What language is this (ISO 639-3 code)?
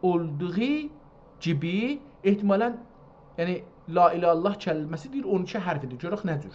azb